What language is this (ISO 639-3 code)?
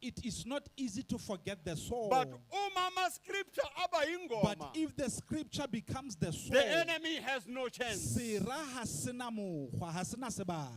sot